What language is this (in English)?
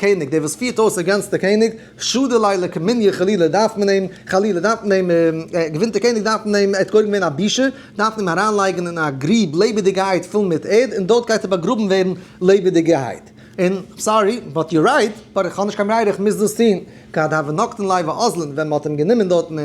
Yiddish